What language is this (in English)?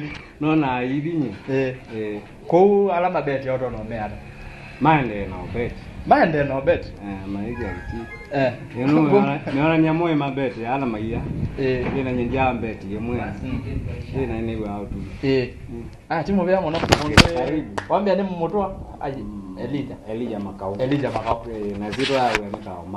Kamba